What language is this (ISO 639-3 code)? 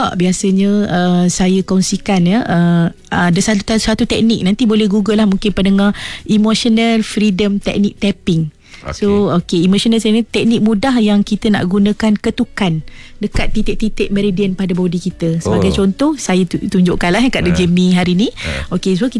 msa